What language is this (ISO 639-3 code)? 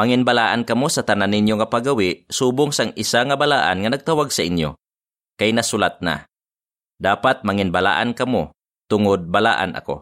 hil